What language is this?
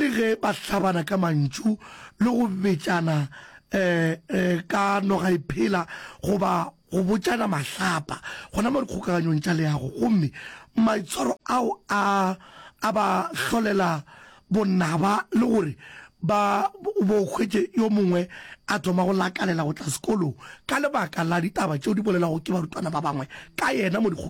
Northern Sotho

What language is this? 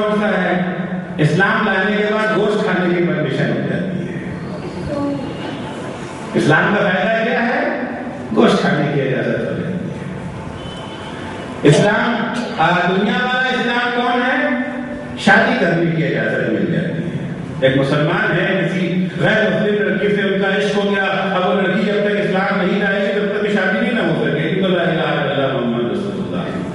Urdu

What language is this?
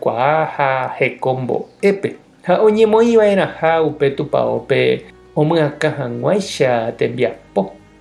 Guarani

